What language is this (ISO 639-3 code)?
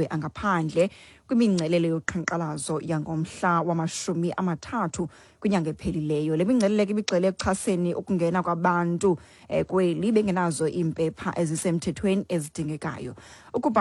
xho